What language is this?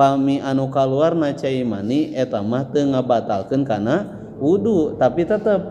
Sundanese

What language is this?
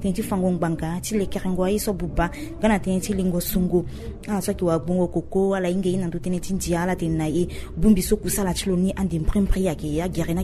Sango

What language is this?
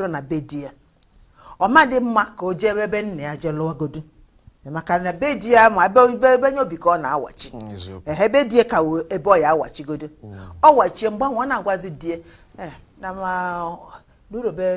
Igbo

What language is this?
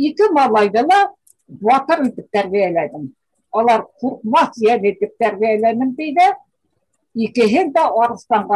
Bashkir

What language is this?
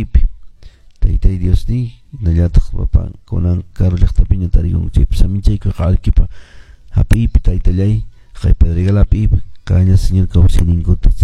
Quechua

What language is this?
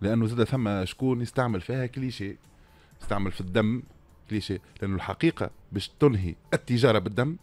Tunisian Arabic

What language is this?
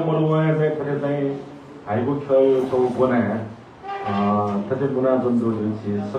Newari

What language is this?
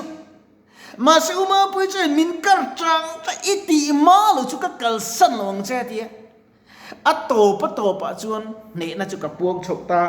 Mizo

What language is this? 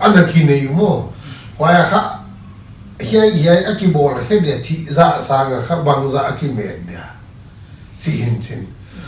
Paite Chin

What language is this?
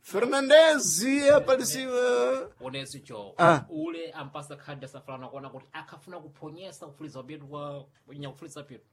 Sena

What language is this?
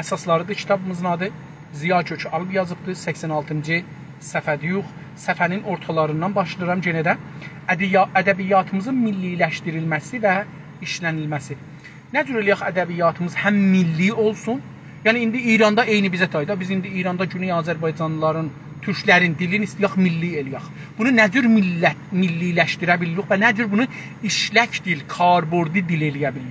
South Azerbaijani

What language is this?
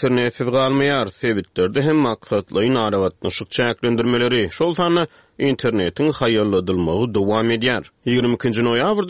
Turkmen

